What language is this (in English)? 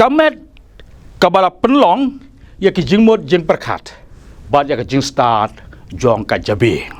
Khasi